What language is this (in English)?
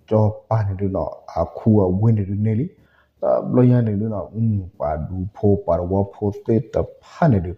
S'gaw Karen